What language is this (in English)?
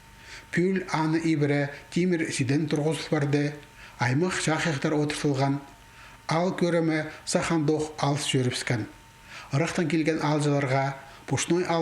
Khakas